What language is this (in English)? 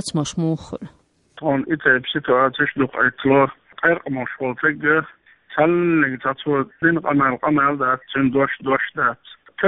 Chechen